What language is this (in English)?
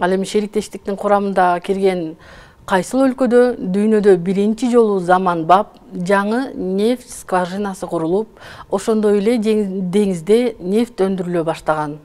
Kyrgyz